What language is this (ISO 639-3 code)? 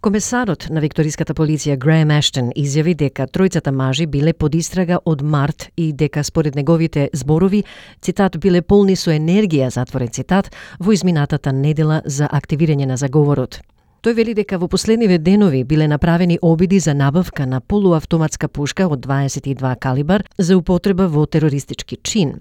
mkd